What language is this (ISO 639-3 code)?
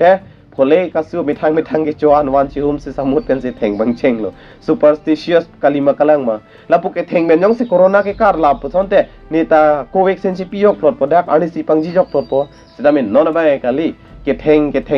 mjw